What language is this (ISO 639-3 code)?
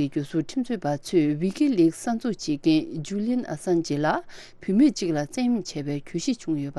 bod